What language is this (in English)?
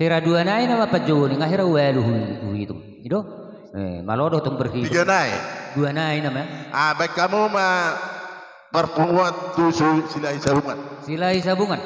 Batak Toba